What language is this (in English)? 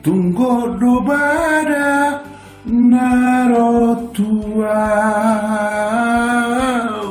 Batak Toba